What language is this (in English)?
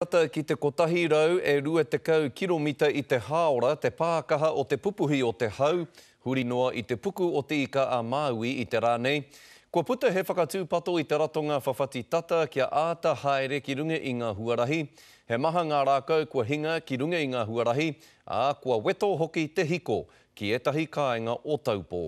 Māori